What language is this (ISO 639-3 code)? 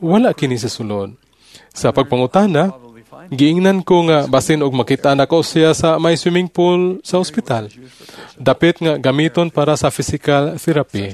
ceb